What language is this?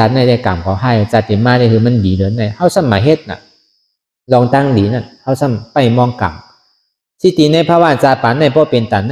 Shan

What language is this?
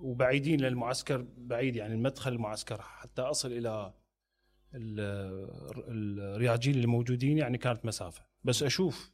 Mesopotamian Arabic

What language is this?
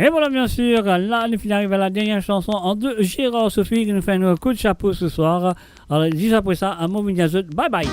Morisyen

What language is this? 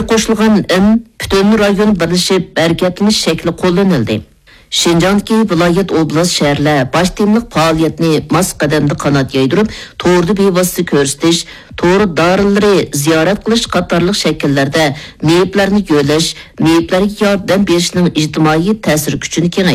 Uyghur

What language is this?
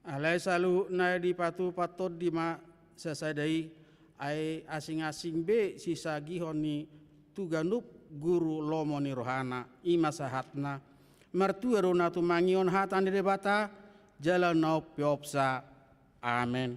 Batak Toba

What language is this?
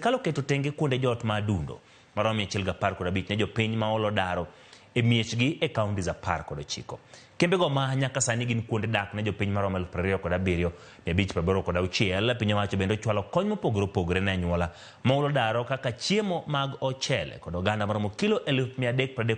Luo (Kenya and Tanzania)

